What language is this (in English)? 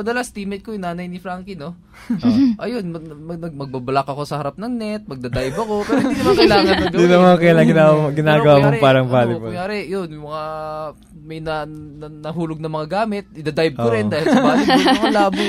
Filipino